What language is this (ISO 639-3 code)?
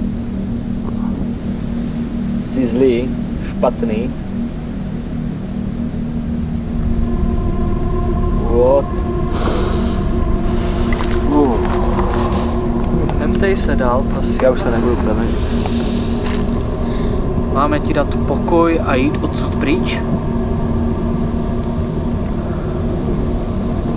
ces